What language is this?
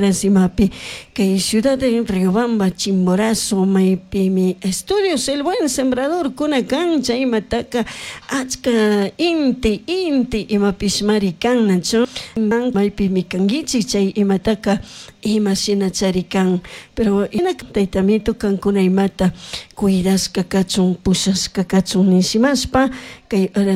Chimborazo Highland Quichua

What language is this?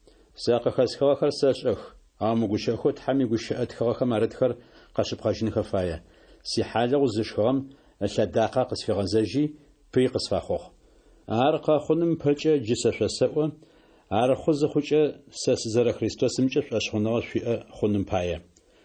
Adyghe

